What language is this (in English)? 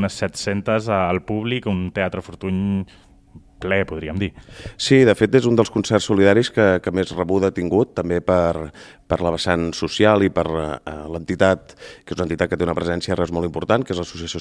Catalan